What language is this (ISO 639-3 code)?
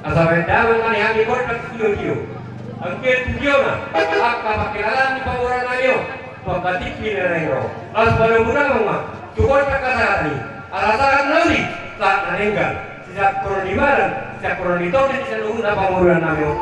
bbc